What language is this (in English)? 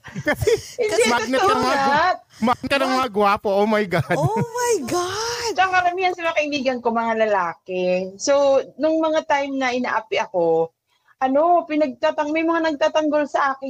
Filipino